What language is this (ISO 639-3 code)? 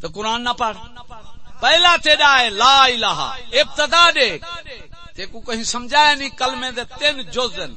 skr